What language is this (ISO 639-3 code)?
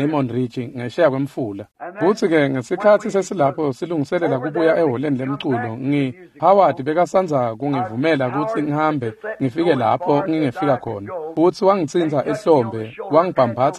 ssw